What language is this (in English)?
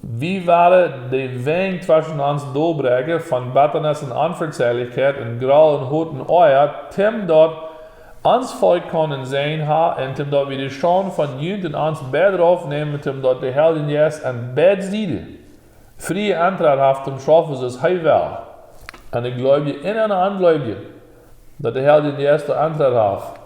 Plautdietsch